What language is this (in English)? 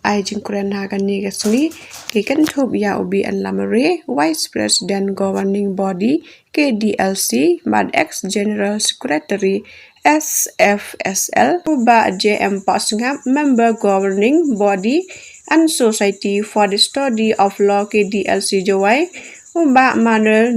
Khasi